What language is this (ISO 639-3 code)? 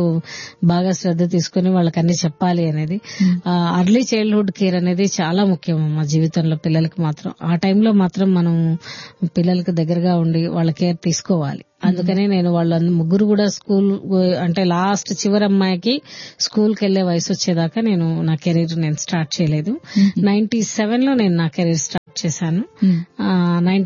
tel